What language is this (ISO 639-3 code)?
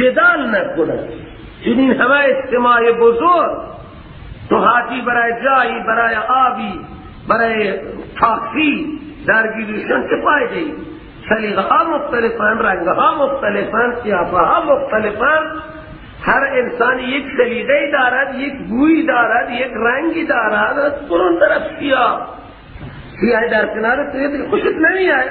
fas